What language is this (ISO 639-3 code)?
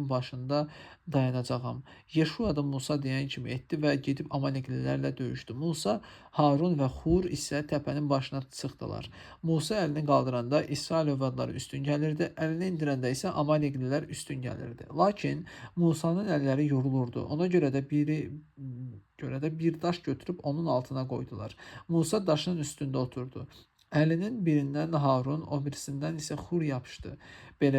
aze